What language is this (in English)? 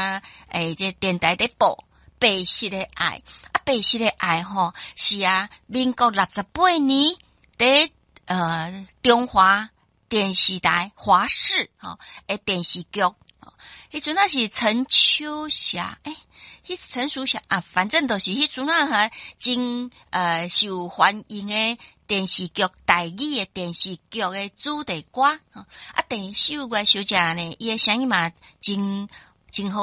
Min Nan Chinese